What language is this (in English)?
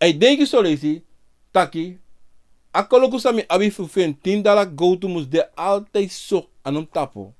Sranan Tongo